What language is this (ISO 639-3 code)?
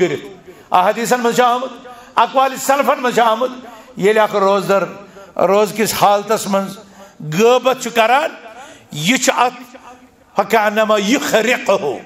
kas